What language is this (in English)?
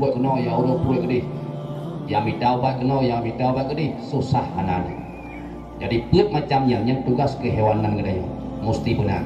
Achinese